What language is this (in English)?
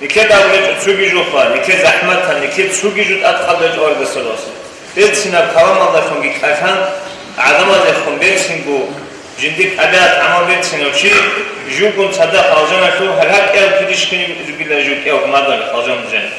Avaric